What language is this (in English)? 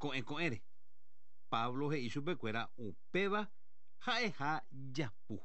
Guarani